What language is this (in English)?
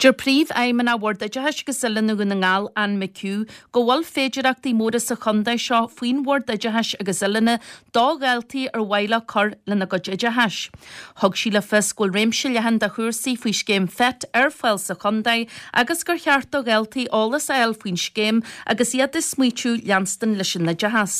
Irish